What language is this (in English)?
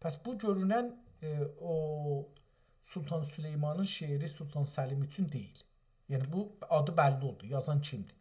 South Azerbaijani